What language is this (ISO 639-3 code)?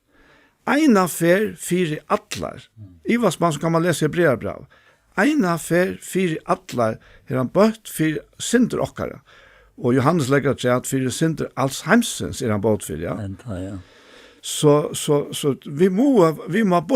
fao